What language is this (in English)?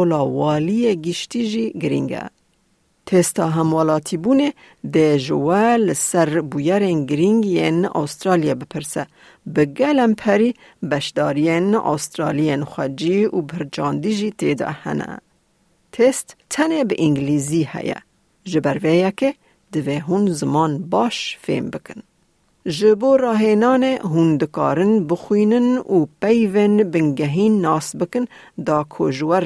Kurdish